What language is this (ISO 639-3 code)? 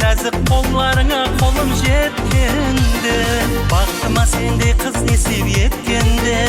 kaa